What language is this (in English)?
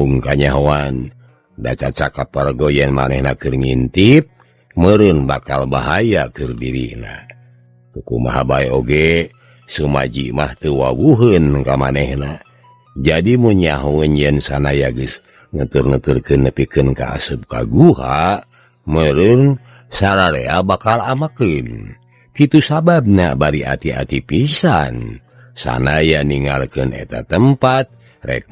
Sundanese